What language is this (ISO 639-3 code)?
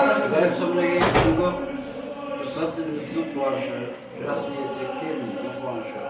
kaa